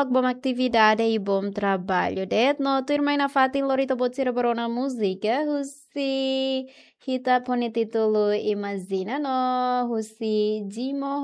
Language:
Tetum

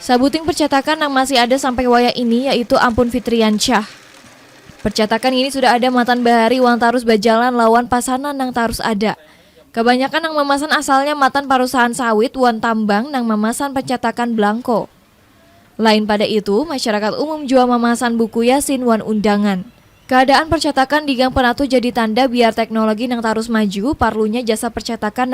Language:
Banjar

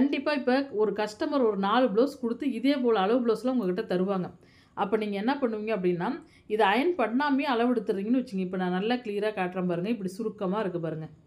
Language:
Tamil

